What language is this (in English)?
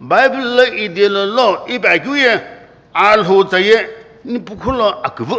Sumi Naga